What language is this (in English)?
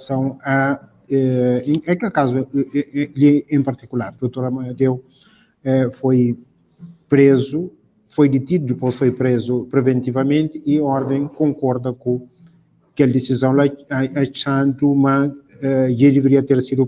Kabuverdianu